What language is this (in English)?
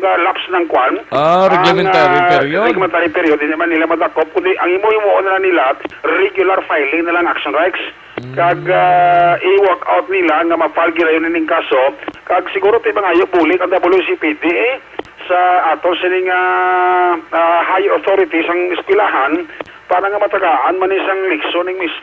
Hiligaynon